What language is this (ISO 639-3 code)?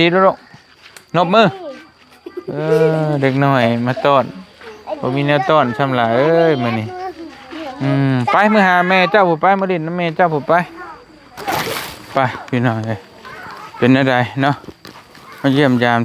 lao